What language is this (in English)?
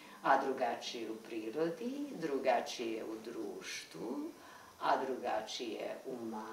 Serbian